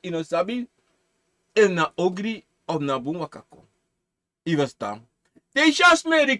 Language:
Sranan Tongo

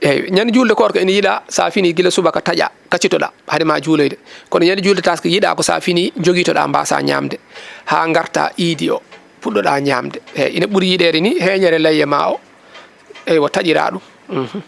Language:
Fula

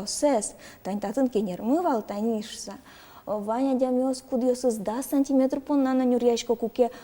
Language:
Udmurt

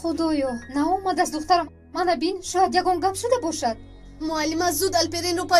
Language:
Tajik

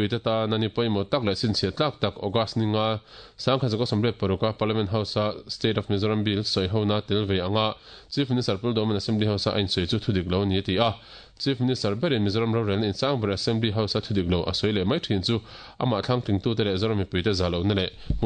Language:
Mizo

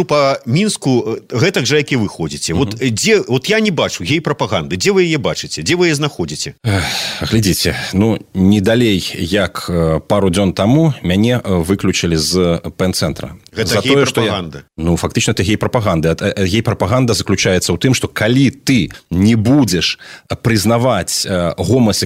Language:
Belarusian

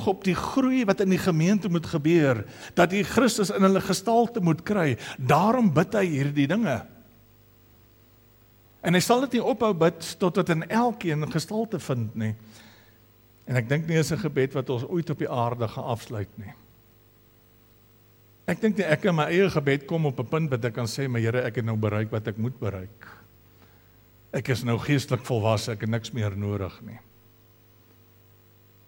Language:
Afrikaans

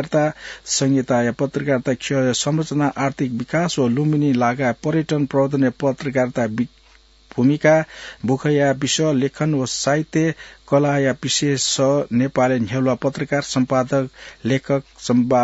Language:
Newari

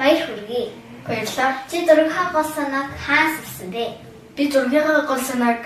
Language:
Mongolian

